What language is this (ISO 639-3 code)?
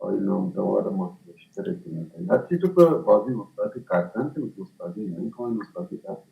bal